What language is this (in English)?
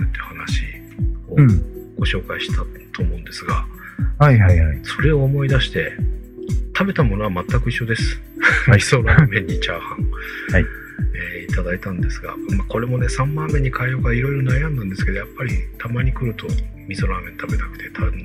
Japanese